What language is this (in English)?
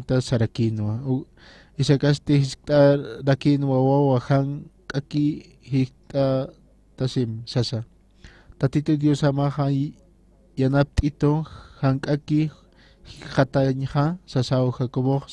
Aymara